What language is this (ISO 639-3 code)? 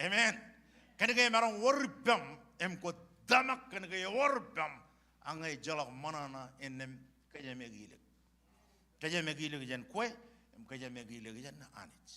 mah